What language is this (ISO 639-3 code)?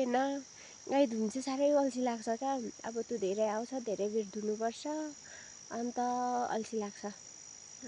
nep